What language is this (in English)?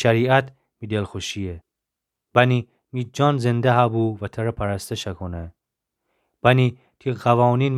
Gilaki